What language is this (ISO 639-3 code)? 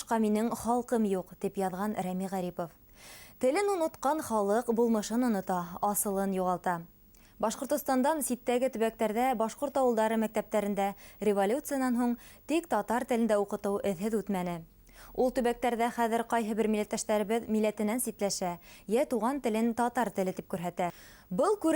bak